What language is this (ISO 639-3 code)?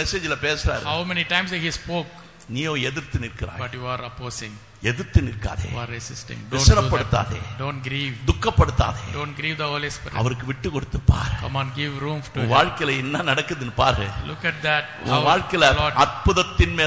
tam